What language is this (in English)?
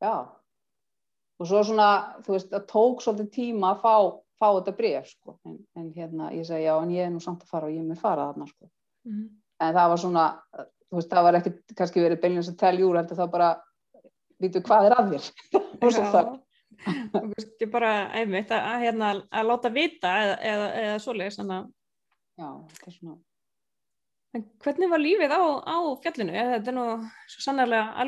Icelandic